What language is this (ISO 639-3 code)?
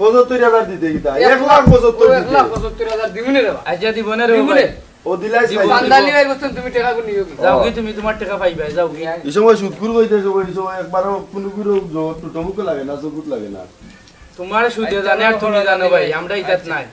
syl